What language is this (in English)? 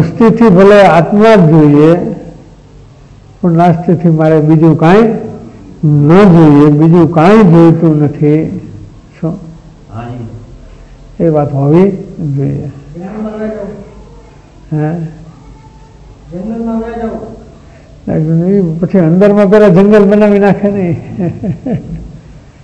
Gujarati